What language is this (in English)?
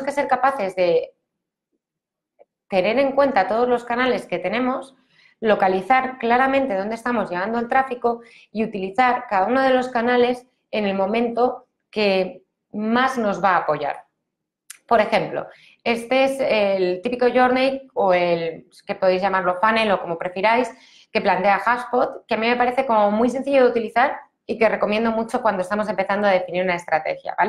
Spanish